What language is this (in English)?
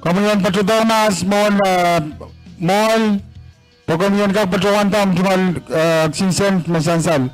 Pohnpeian